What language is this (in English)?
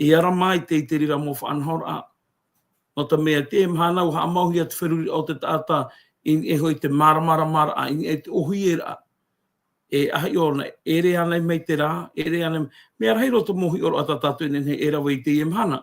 Tahitian